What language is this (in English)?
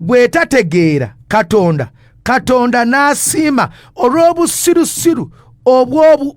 Ganda